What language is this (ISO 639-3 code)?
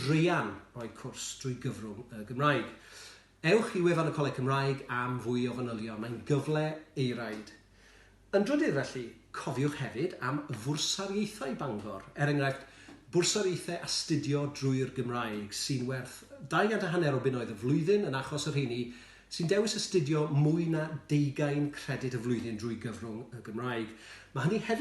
cym